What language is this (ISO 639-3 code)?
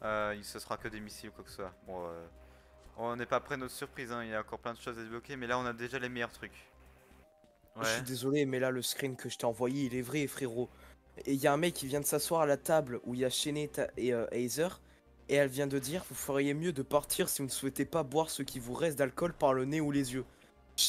fra